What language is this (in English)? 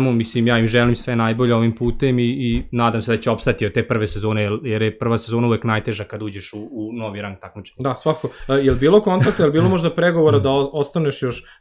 Serbian